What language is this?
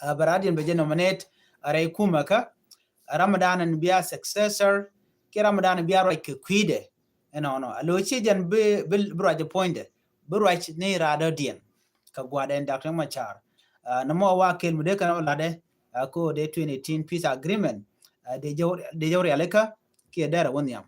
Nuer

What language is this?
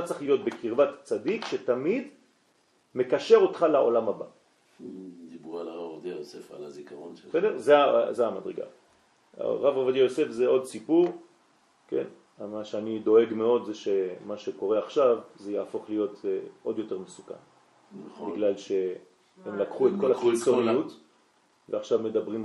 Hebrew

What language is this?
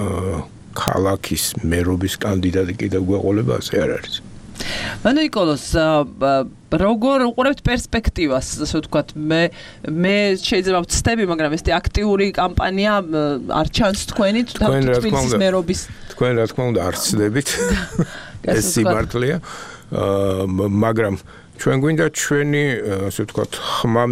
Georgian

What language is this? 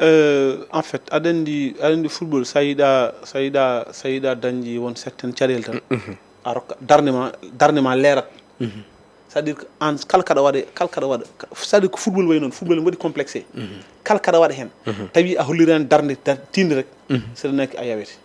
Fula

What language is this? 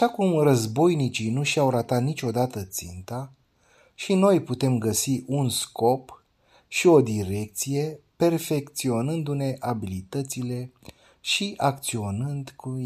Romanian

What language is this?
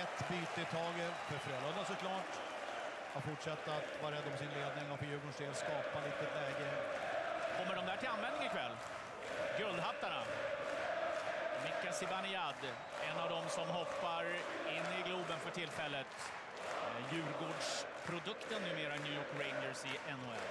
Swedish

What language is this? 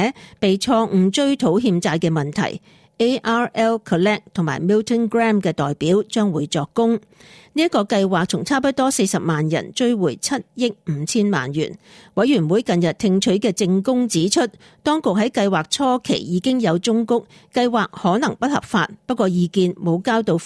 Cantonese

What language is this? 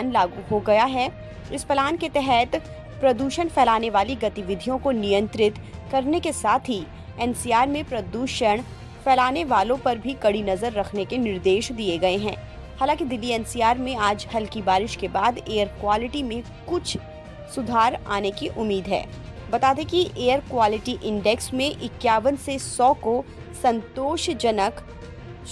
Hindi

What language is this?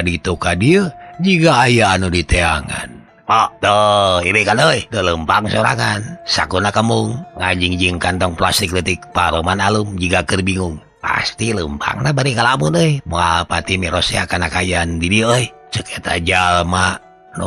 Sundanese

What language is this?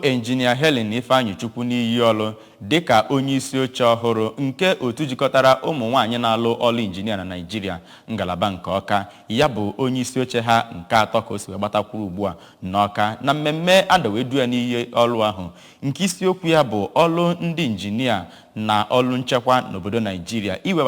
Igbo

